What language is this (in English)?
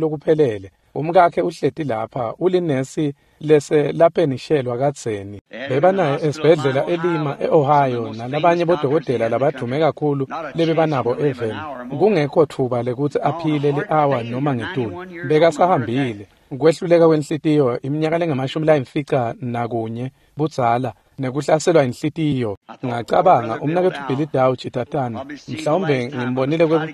Swati